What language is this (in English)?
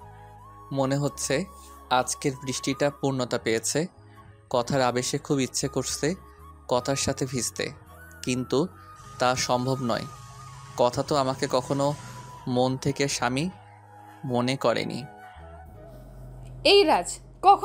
Bangla